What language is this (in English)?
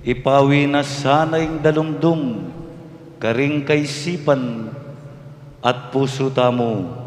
Pampanga